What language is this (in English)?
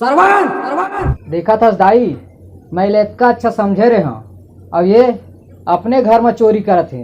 Chhattisgarhi